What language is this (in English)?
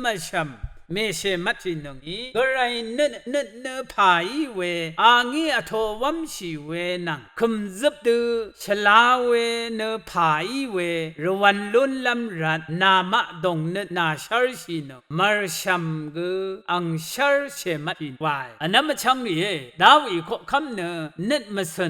Rawang